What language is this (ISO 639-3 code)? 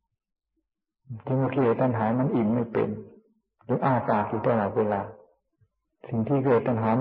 tha